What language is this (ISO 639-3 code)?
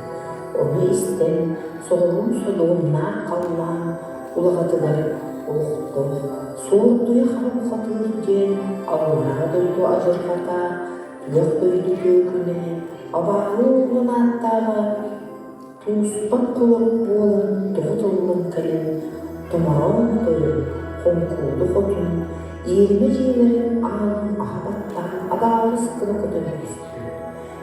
sah